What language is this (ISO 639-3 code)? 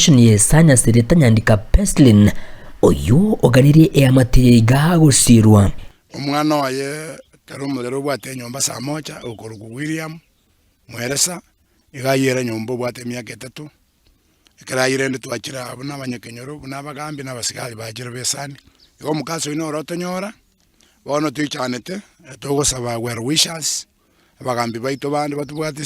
guz